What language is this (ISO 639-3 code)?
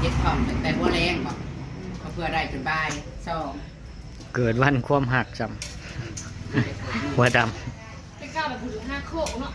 tts